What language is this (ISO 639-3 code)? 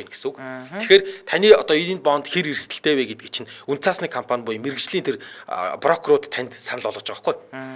mon